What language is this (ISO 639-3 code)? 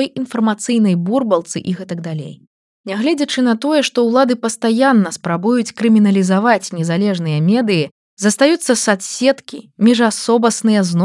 bel